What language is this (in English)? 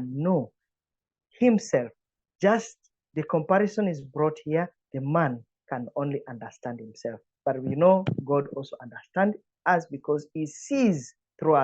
English